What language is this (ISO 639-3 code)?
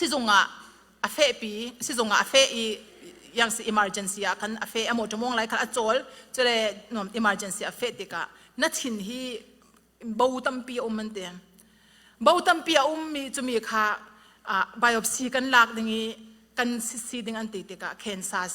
cfm